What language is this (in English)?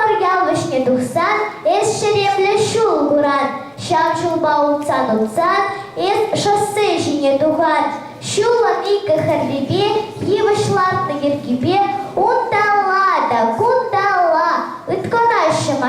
Chuvash